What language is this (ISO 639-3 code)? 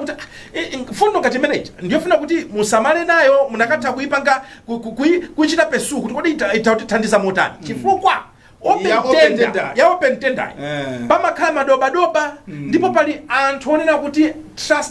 nya